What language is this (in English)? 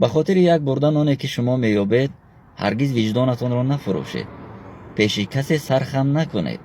Tajik